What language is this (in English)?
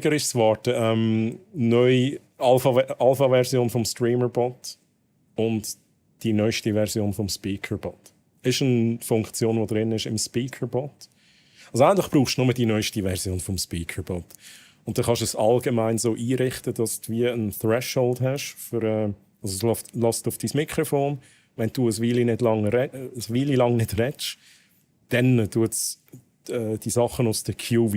Swiss German